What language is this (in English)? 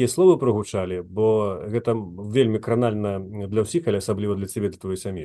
Belarusian